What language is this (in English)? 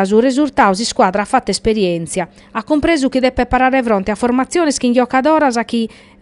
Sardinian